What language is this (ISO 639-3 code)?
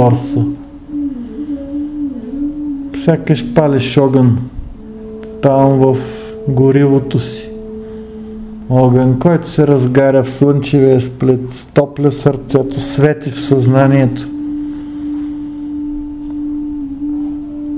bul